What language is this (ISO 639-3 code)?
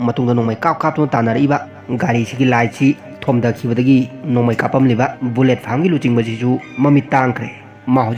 mni